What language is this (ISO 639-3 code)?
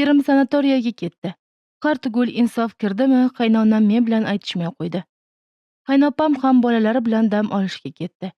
uzb